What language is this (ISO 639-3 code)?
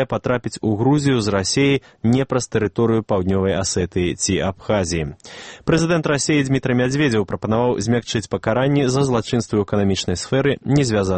bel